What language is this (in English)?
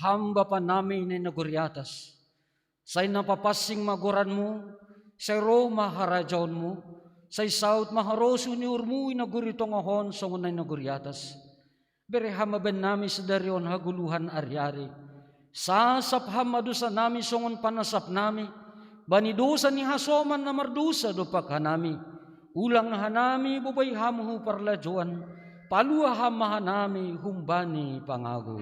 Batak Simalungun